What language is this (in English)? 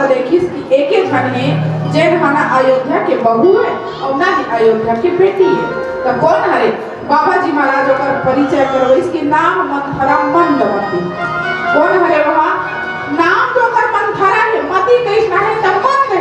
Chhattisgarhi